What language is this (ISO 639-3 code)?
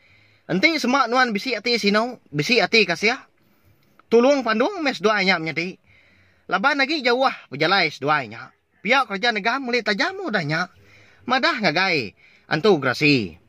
iba